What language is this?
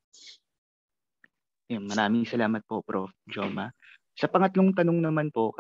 Filipino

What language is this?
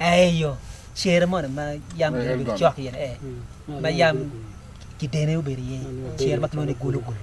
Acoli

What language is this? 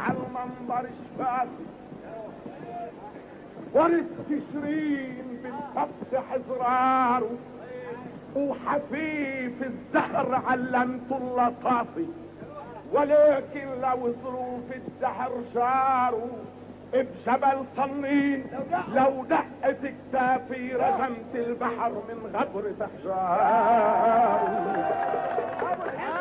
North Levantine Arabic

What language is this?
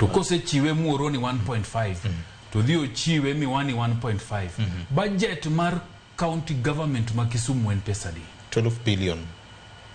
Luo (Kenya and Tanzania)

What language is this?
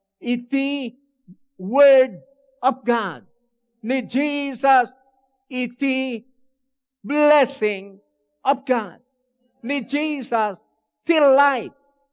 Iloko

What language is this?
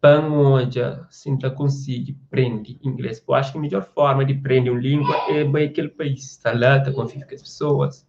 Kabuverdianu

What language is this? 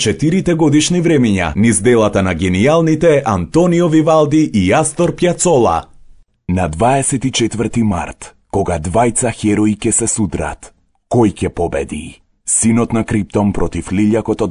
Macedonian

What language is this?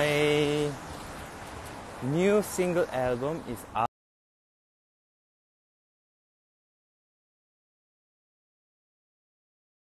Korean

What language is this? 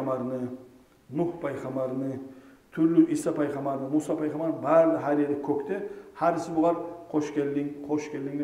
Kumyk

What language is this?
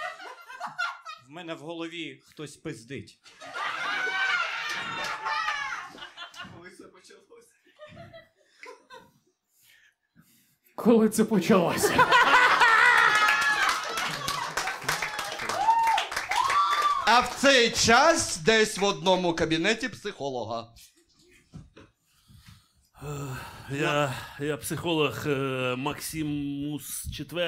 Ukrainian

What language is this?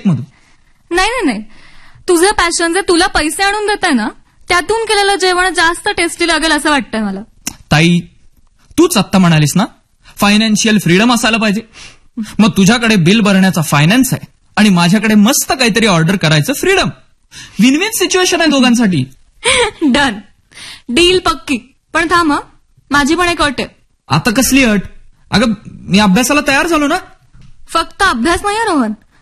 Marathi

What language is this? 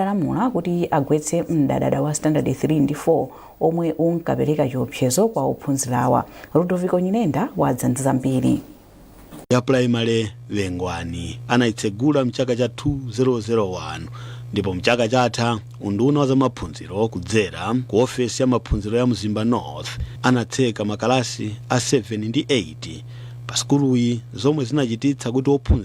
Nyanja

